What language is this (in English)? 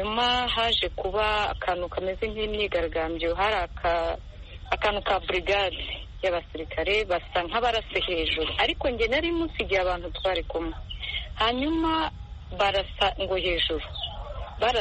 Kinyarwanda